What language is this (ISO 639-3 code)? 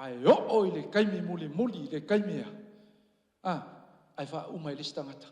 smo